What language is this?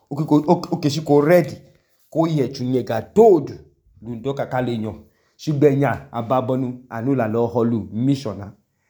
Idoma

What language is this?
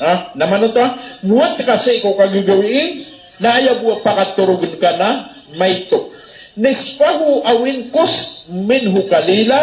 Maranao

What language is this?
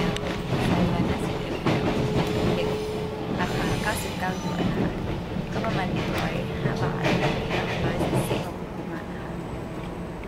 Thai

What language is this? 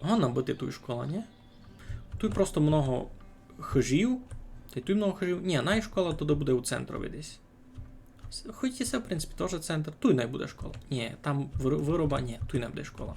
Rusyn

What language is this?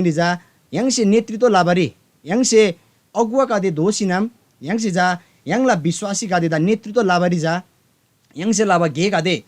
Eastern Tamang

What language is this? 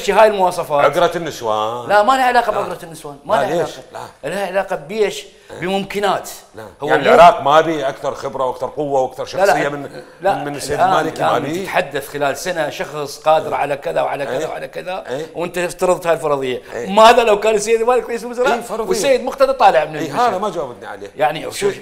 Mesopotamian Arabic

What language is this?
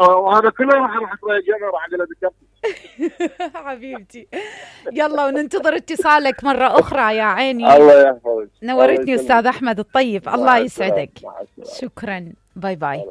Mesopotamian Arabic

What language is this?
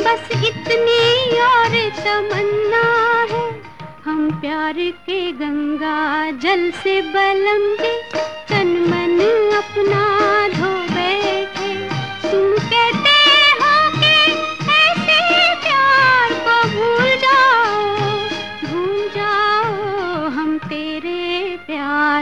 Hindi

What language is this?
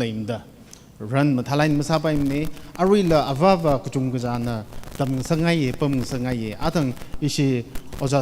Tangkhul Naga (India)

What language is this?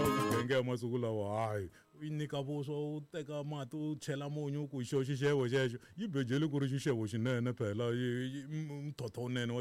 Tsonga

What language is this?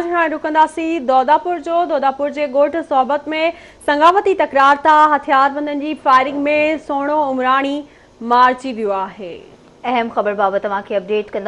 Sindhi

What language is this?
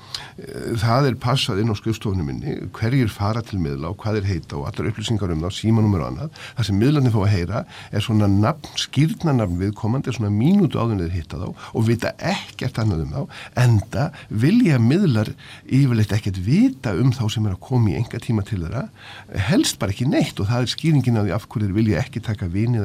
Icelandic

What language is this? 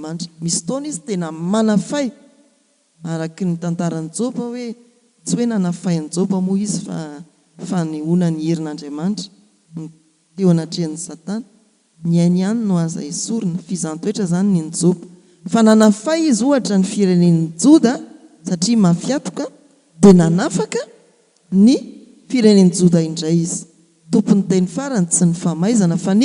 Malagasy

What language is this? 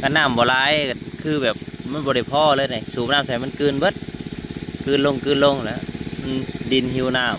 Northeastern Thai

